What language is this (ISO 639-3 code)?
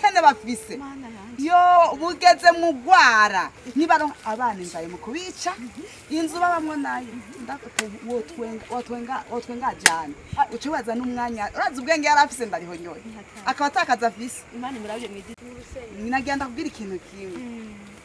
run